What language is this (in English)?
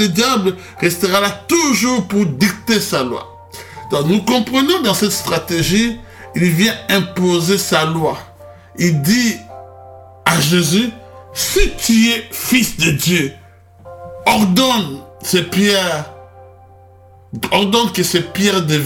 French